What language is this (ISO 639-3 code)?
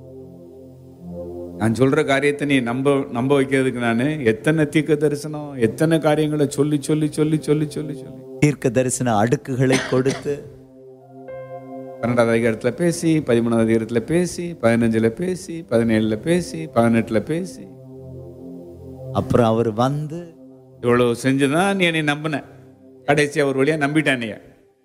tam